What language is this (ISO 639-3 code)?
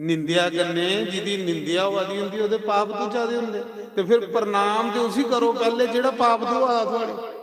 doi